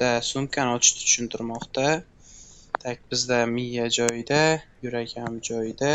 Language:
Uzbek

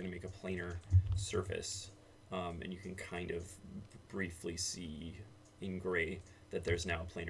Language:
English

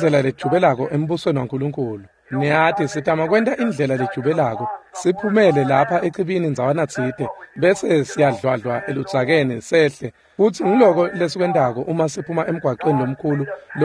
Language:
Swati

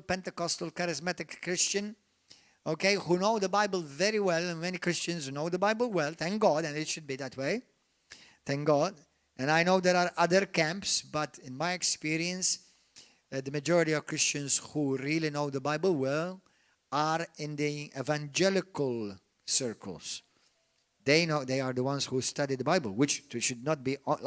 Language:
English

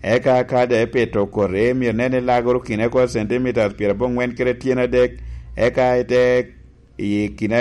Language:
Lango (Uganda)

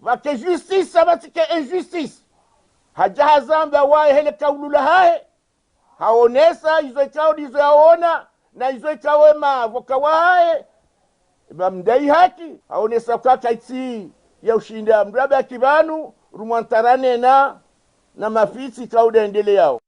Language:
Ngazidja Comorian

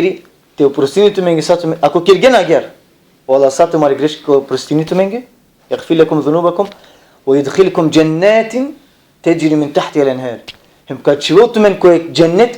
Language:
Balkan Romani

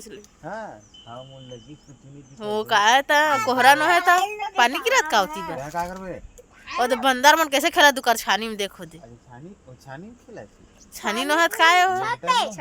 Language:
Chhattisgarhi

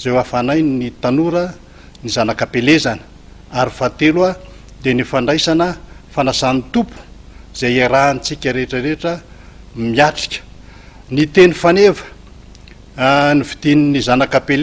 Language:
Malagasy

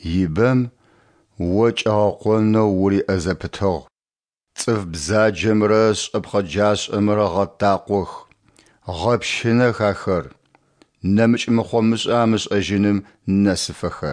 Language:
Adyghe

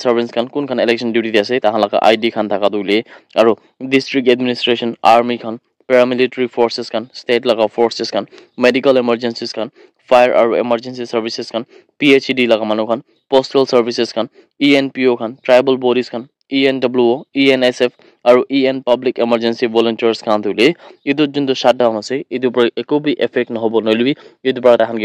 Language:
Naga Pidgin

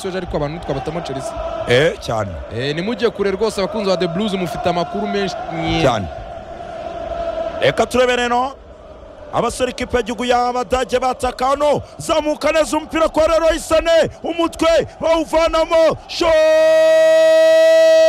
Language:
Kinyarwanda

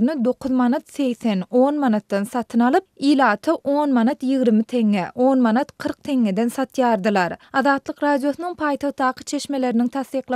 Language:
Turkmen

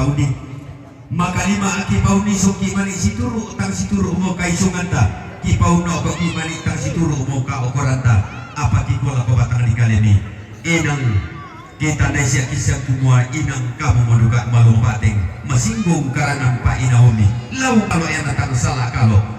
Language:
Toraja-Sa'dan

